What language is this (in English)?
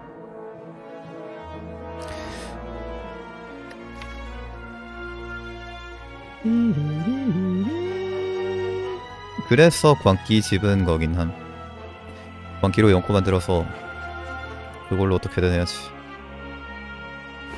Korean